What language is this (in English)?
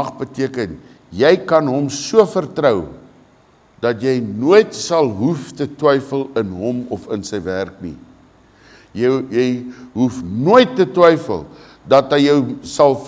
Afrikaans